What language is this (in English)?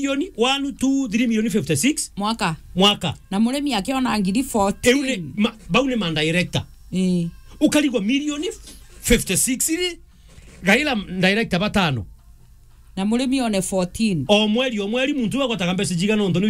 Meru